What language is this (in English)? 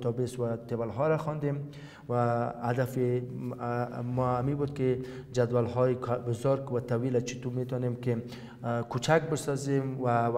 Persian